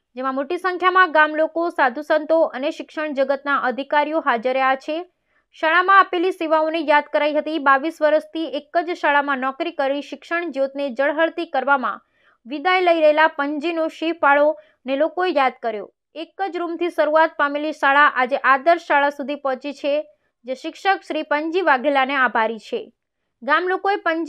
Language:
Gujarati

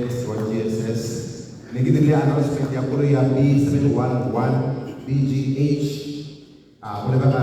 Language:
Tswana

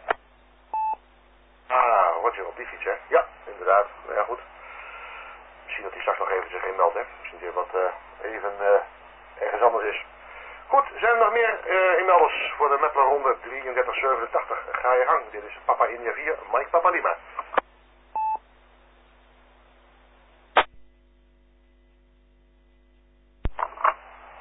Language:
Dutch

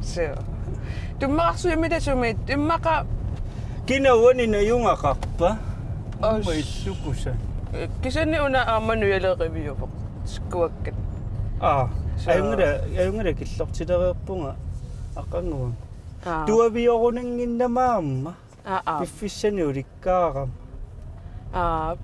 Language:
Kalaallisut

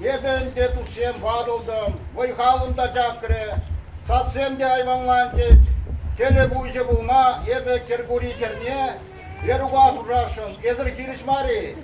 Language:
Chuvash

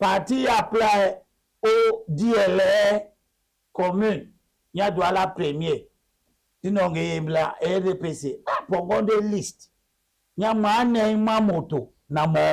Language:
Duala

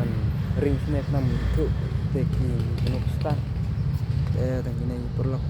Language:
Khasi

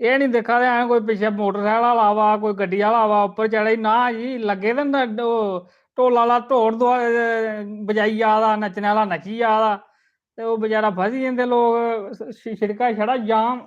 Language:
Dogri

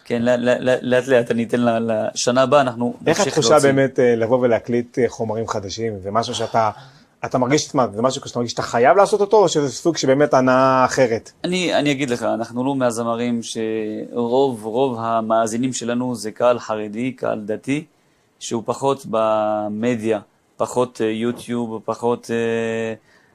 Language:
Hebrew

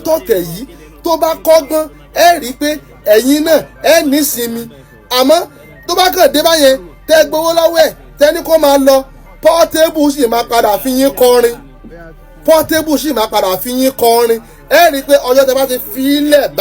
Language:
Yoruba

